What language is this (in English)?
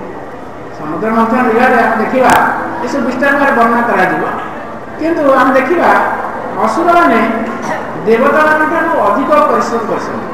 Odia